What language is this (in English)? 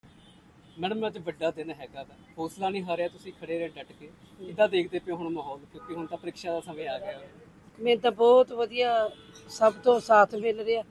Punjabi